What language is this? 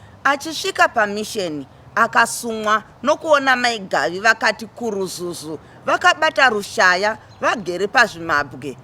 Shona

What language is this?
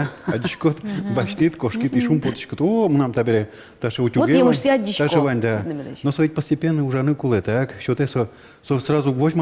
Udmurt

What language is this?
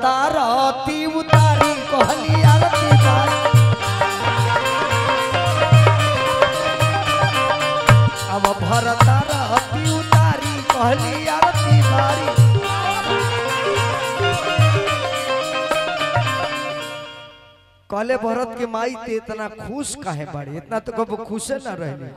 Bhojpuri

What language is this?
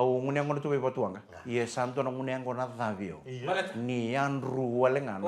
Fijian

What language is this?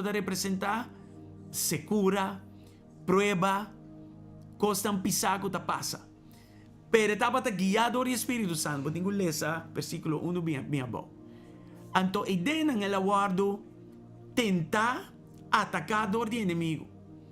Papiamento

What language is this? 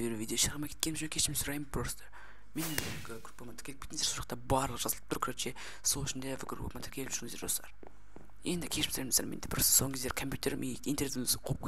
Kazakh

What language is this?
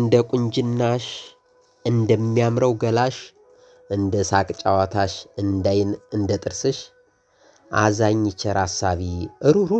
Amharic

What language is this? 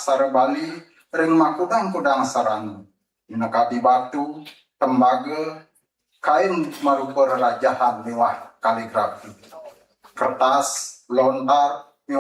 Balinese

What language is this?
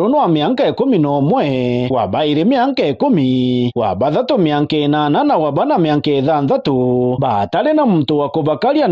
Meru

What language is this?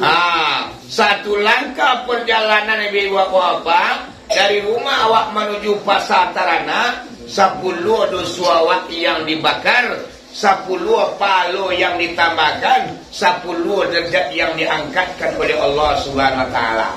Minangkabau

